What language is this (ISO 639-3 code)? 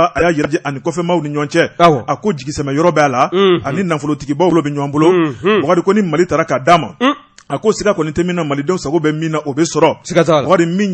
bam